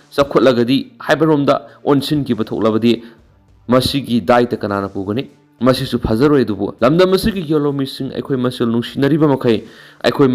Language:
Manipuri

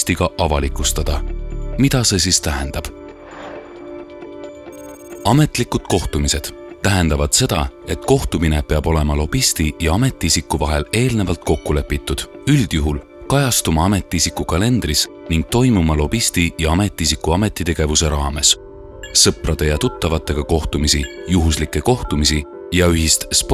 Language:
Estonian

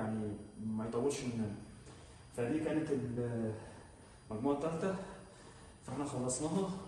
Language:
Egyptian Arabic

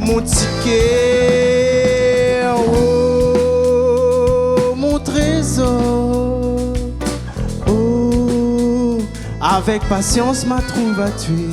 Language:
Réunion Creole French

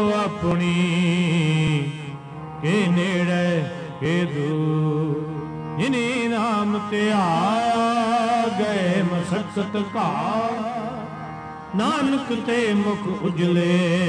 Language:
Punjabi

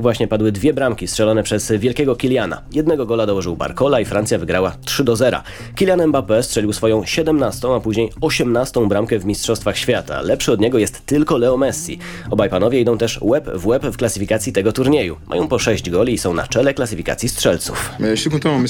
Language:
Polish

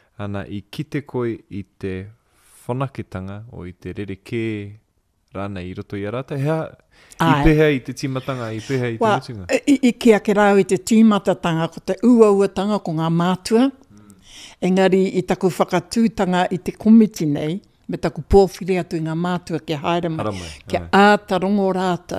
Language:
Māori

